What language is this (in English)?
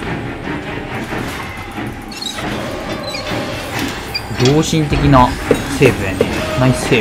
Japanese